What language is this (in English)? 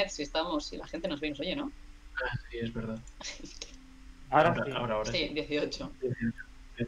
Spanish